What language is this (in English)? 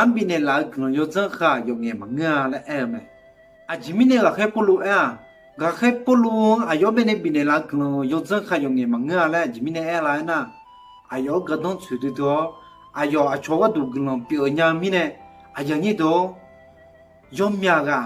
Akha